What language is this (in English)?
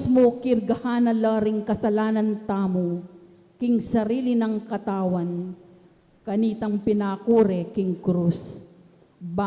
Pampanga